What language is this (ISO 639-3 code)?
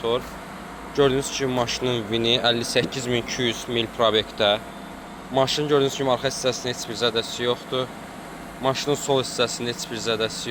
aze